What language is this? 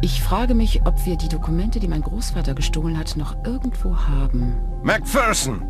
Bavarian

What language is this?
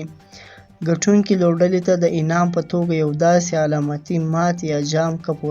Pashto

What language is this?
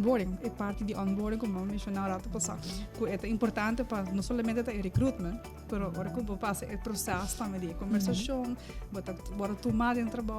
Papiamento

